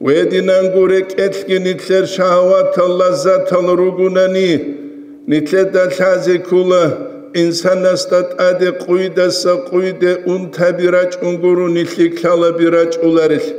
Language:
Avaric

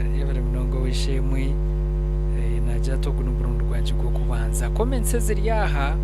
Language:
Nyankole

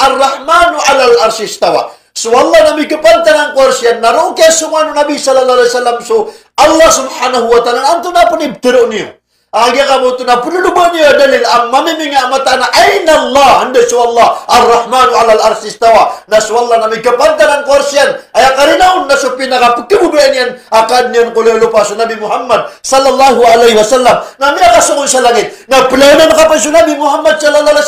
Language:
Maranao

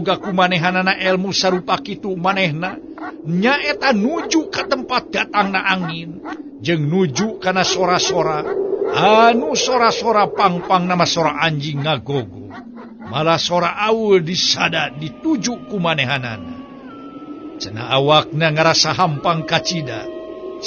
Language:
Sundanese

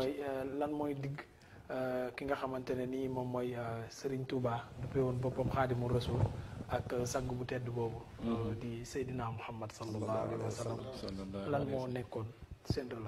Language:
Wolof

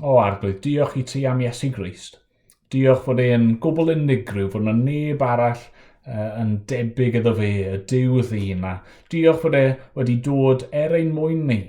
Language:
Welsh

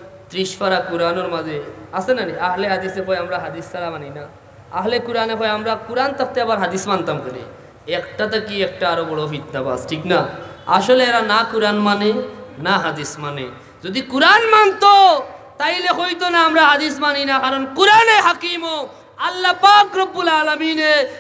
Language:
Sylheti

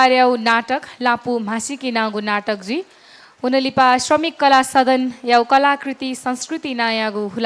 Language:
Newari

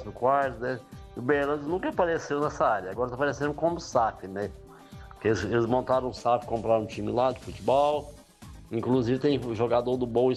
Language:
Portuguese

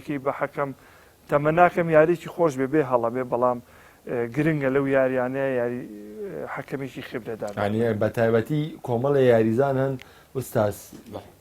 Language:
Central Kurdish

